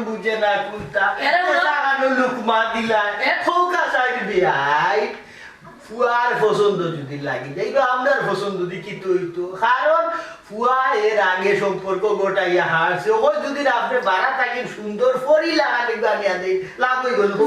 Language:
Sylheti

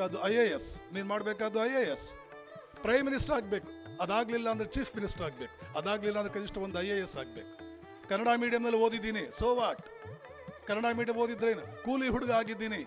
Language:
Kannada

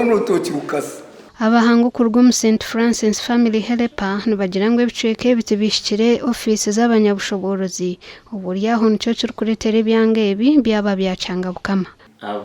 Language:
Nyankole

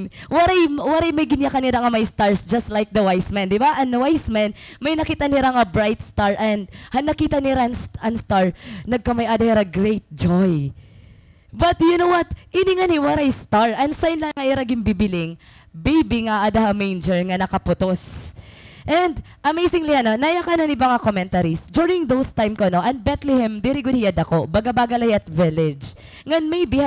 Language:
Waray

